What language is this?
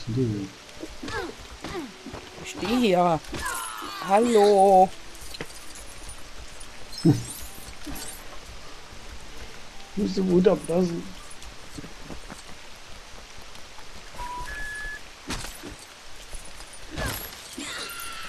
German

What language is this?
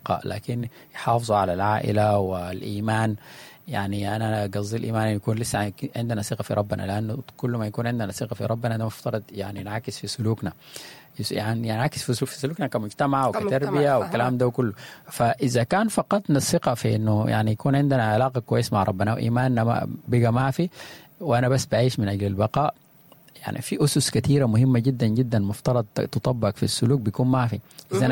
Sudanese Arabic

